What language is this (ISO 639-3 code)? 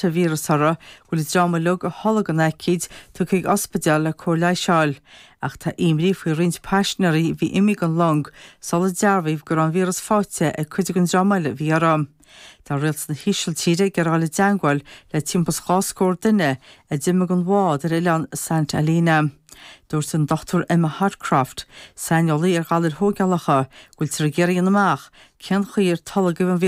gle